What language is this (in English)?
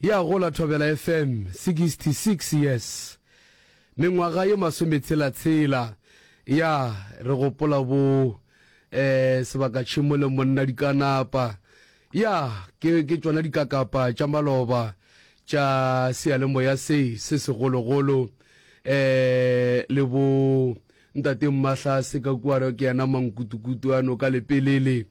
Northern Sotho